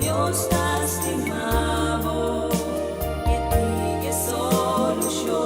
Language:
Papiamento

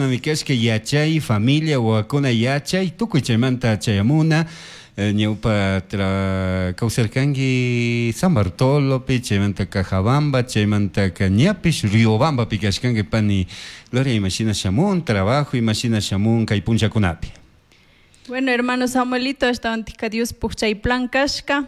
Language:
Chimborazo Highland Quichua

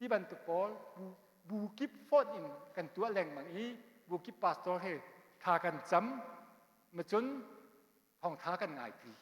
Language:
Hakha Chin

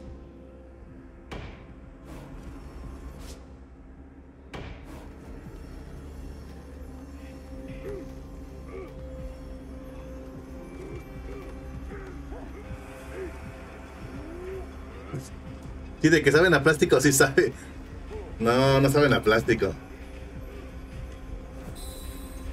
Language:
Spanish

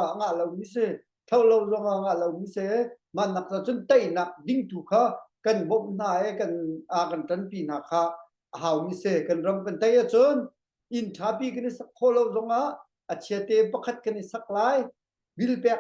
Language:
Hakha Chin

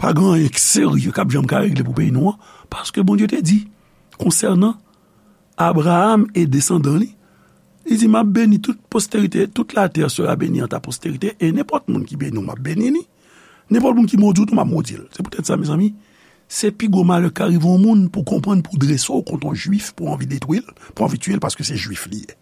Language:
Haitian Creole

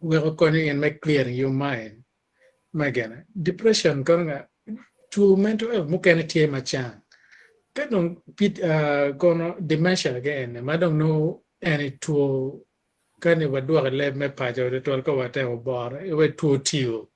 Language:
Acoli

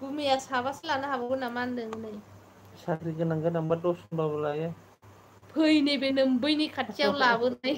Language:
Bodo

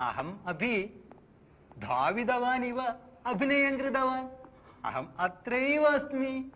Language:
Sanskrit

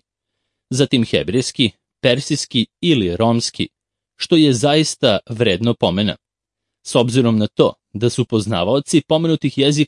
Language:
Serbian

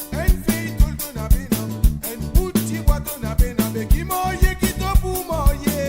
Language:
Morisyen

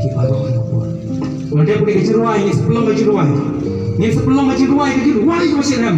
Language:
Khasi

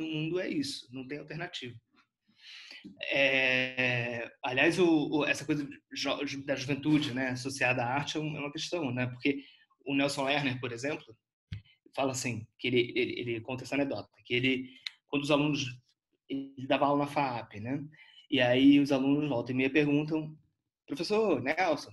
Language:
Portuguese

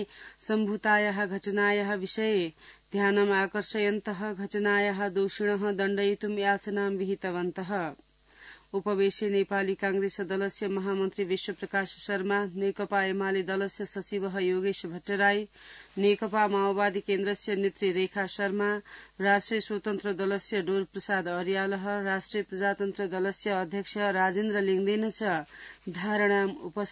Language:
Sanskrit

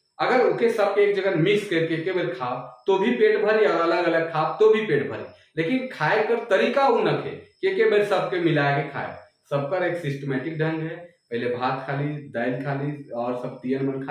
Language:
Sadri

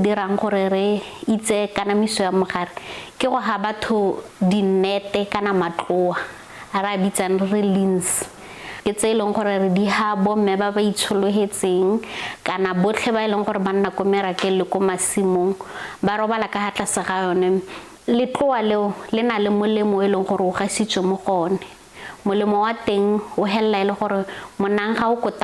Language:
Tswana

